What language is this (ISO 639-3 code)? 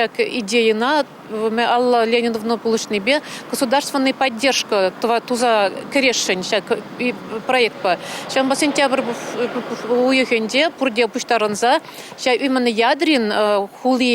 chv